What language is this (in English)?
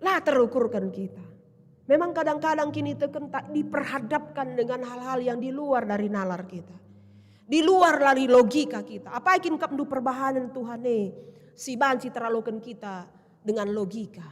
Batak Karo